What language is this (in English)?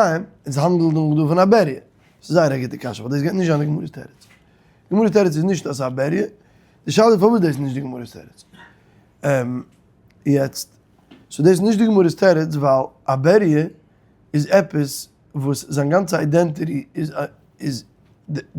Yiddish